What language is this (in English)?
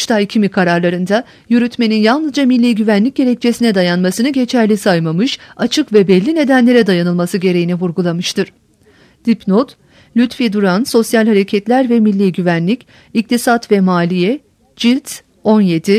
Turkish